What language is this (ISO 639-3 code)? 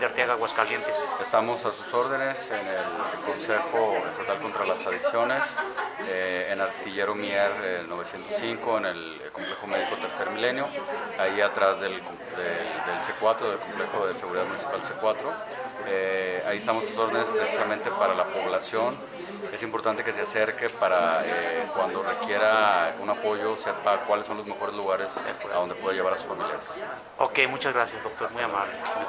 spa